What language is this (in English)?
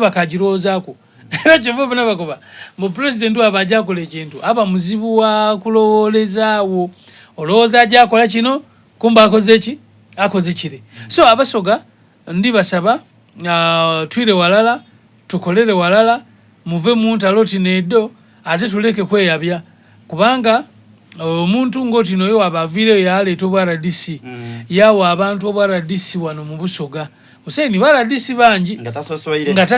Soga